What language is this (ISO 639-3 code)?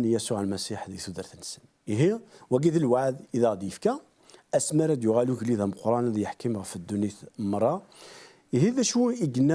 kab